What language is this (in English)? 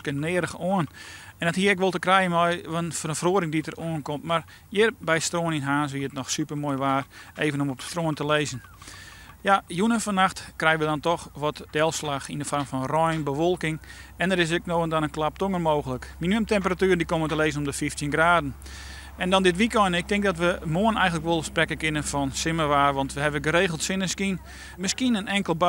Western Frisian